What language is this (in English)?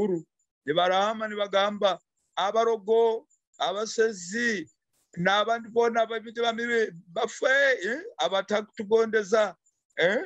Nyoro